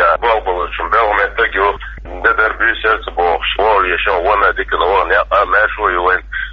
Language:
Chechen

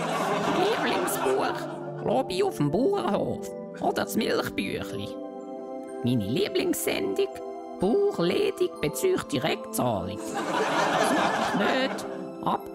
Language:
Swiss German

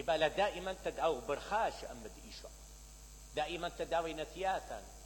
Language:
Mesopotamian Arabic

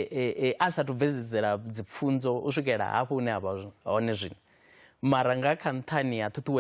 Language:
Venda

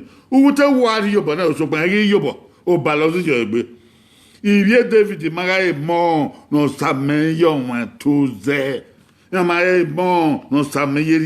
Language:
Bini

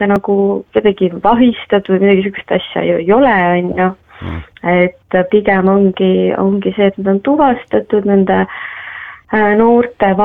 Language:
Estonian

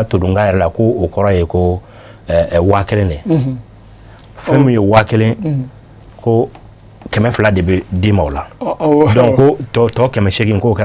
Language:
Bambara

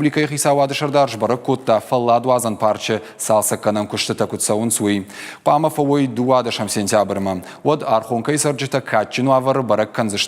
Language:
Ossetic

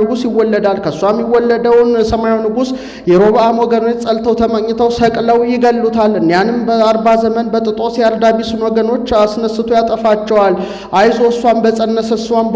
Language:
Amharic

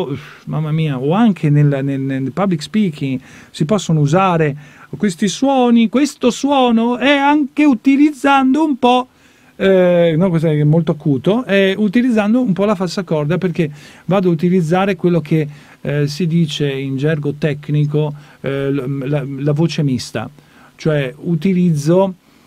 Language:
Italian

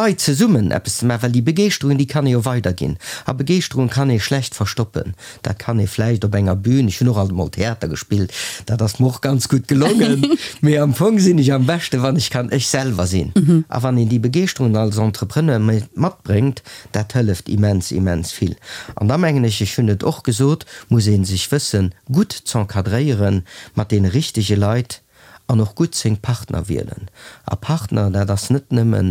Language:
Luxembourgish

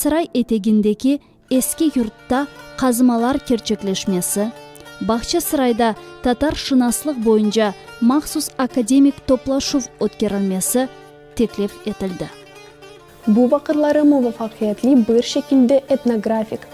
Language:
Crimean Tatar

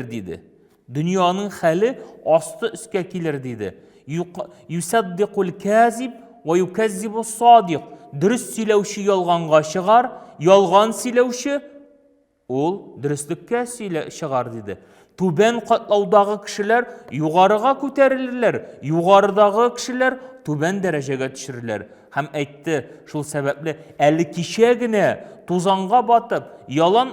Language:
Tatar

